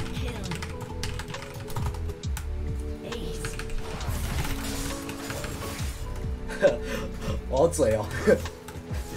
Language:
Chinese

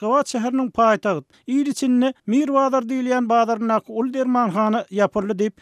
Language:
Turkmen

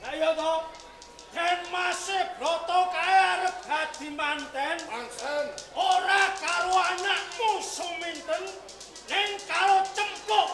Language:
Javanese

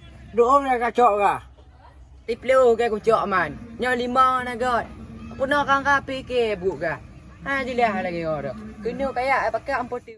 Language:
Achinese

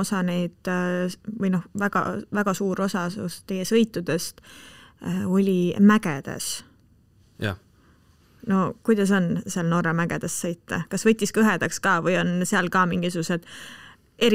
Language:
Estonian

